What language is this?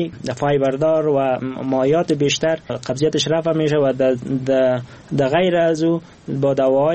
Persian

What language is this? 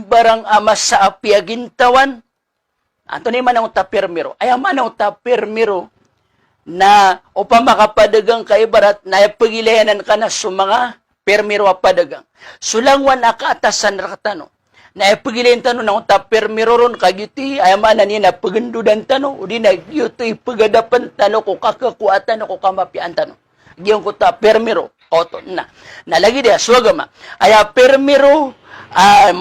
Maranao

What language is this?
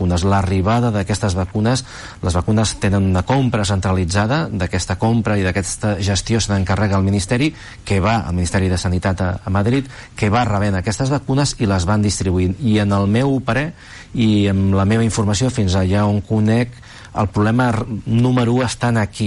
Catalan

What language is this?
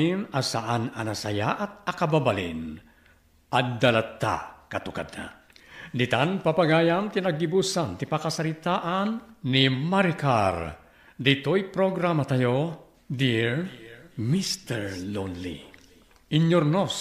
Iloko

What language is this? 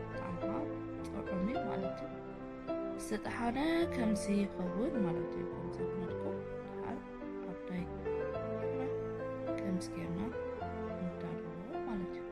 Tigrinya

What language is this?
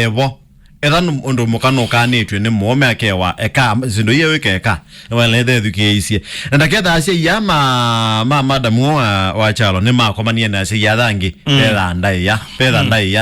Kamba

